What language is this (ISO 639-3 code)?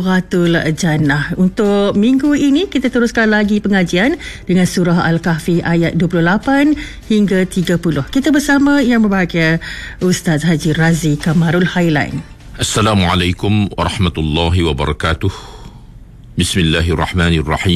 msa